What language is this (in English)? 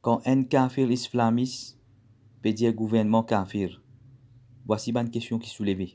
Morisyen